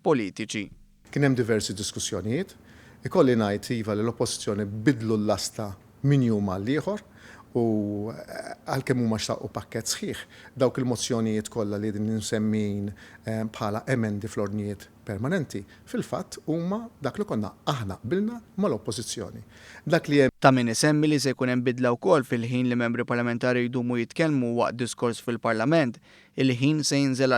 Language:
Maltese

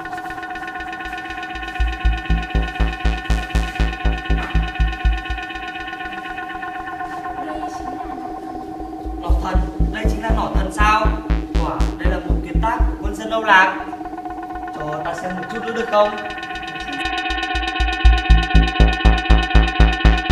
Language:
Vietnamese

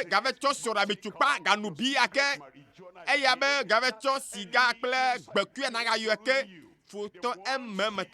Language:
Ewe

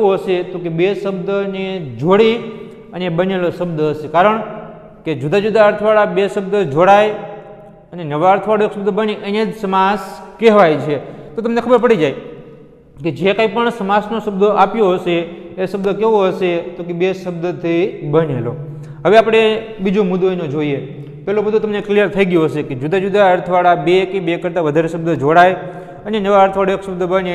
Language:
Gujarati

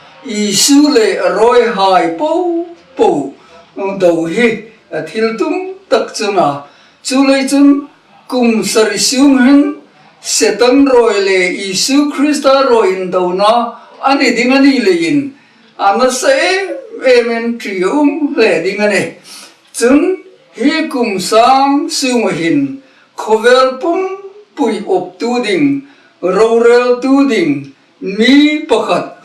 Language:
Hmar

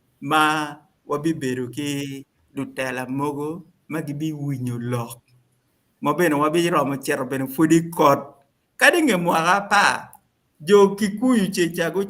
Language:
Acoli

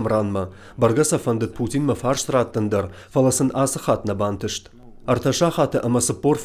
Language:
Ossetic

